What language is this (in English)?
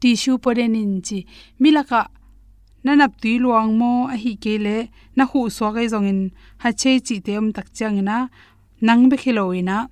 Tedim Chin